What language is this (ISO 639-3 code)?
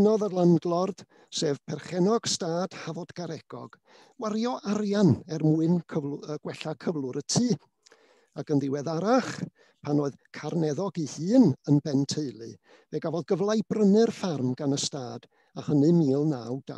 cym